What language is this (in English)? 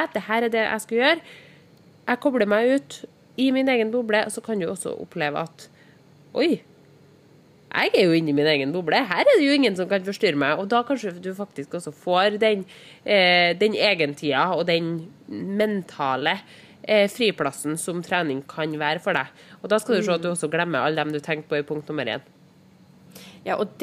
Norwegian